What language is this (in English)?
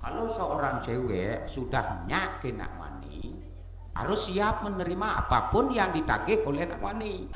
Balinese